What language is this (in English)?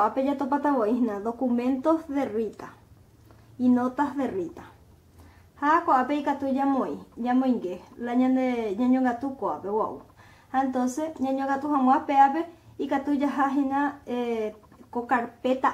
Guarani